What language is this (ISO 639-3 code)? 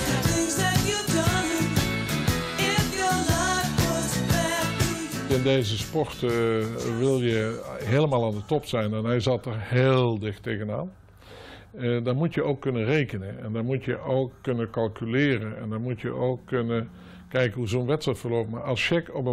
nld